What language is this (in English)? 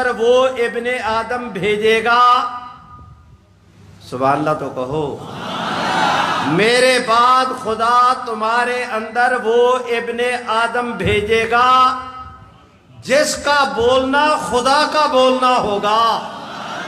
Urdu